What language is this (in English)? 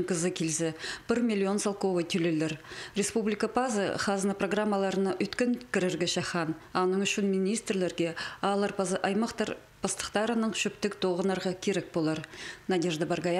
Khakas